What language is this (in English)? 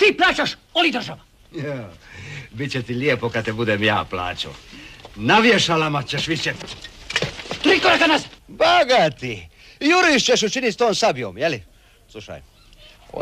Croatian